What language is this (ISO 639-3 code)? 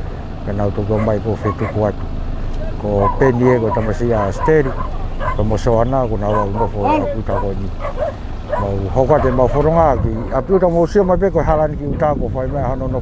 ton